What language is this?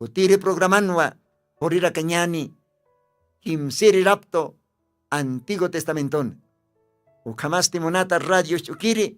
Aymara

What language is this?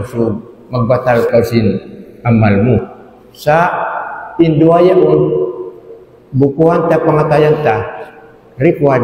Tausug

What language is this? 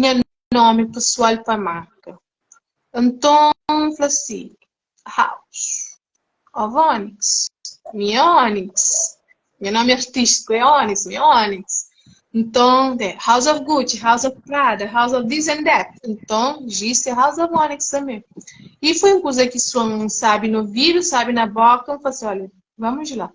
Kabuverdianu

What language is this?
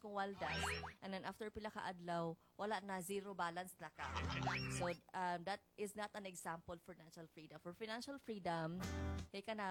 Cebuano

